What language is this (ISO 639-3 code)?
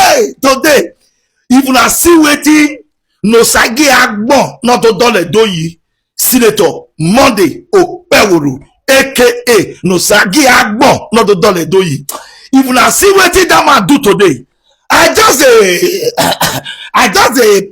pcm